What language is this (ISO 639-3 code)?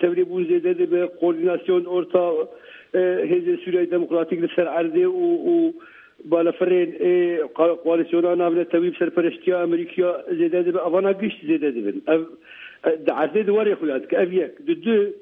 kur